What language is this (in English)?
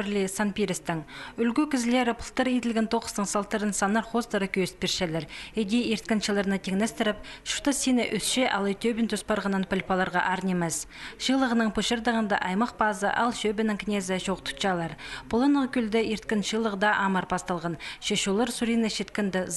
Khakas